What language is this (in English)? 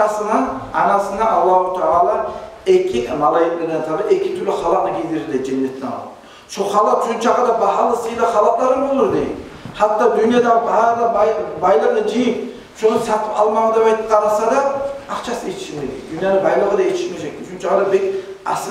Kumyk